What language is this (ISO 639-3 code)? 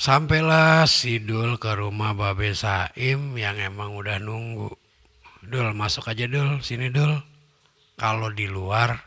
bew